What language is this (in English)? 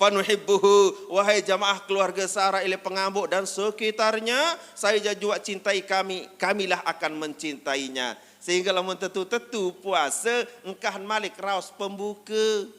Sasak